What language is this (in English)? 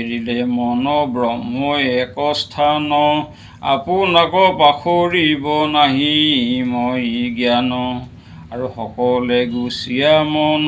Assamese